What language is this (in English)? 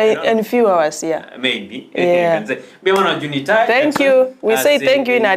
Gusii